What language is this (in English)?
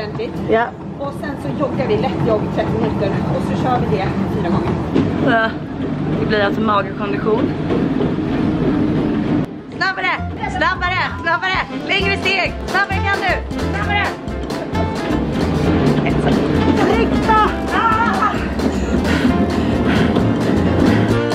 Swedish